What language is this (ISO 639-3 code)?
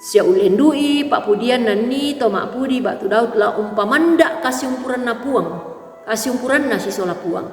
sda